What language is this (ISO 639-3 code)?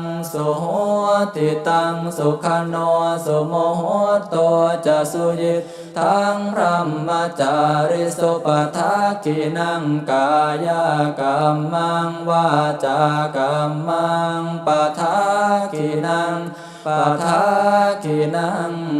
pli